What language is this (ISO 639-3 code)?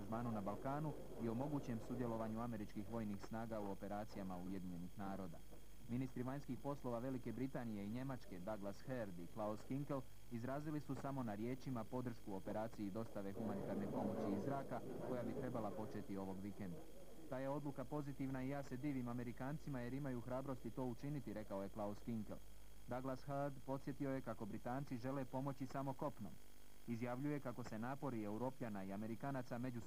hrv